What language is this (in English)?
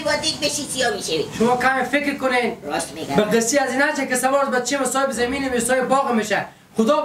Persian